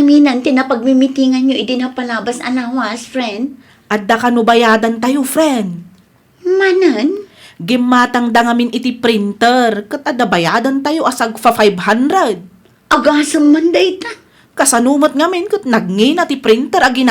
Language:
Iloko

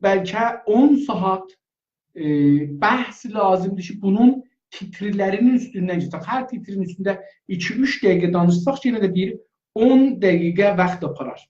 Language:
South Azerbaijani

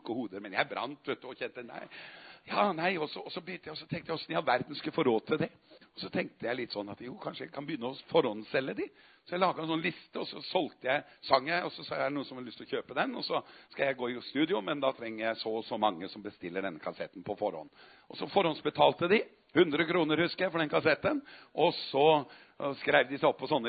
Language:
Norwegian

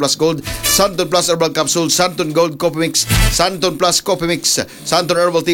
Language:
Cebuano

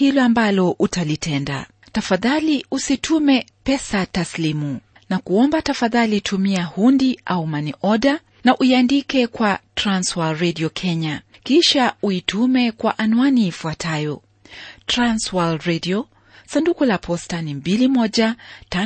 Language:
Swahili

